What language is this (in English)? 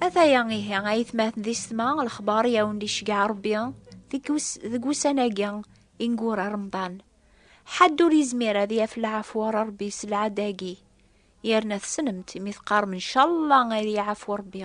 Kabyle